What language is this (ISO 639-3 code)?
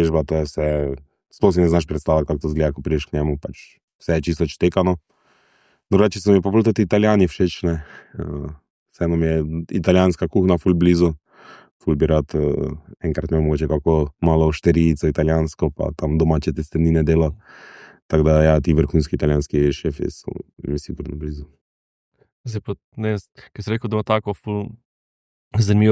slv